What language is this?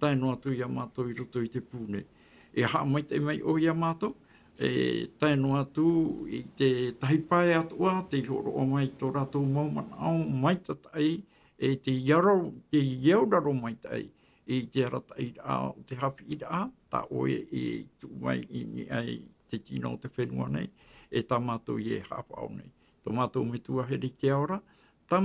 Tahitian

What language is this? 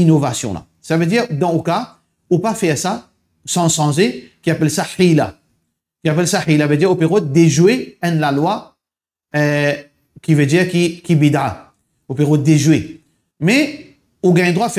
Morisyen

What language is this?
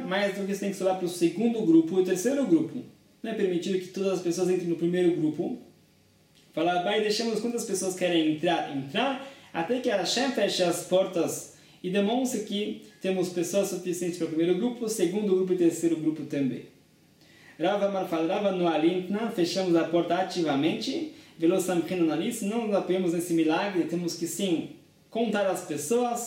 Portuguese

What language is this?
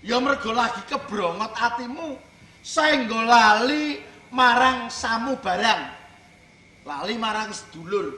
Javanese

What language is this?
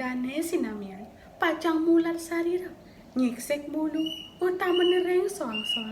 Balinese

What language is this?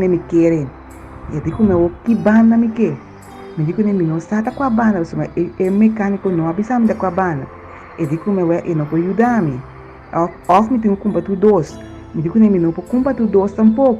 Papiamento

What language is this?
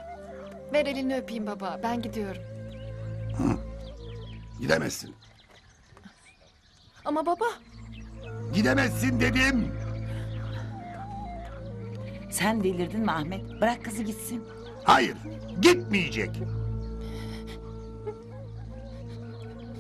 Turkish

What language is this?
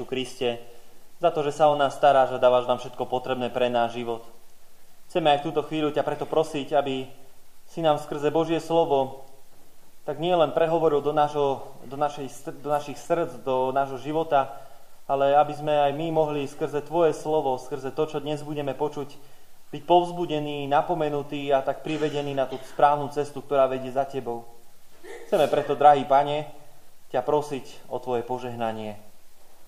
Slovak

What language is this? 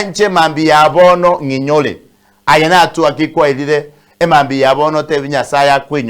Gusii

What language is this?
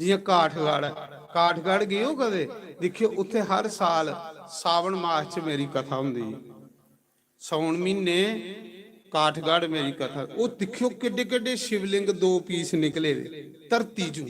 Dogri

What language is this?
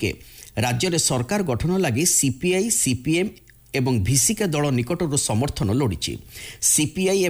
Odia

